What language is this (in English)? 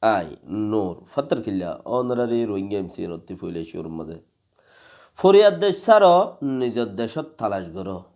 Rohingya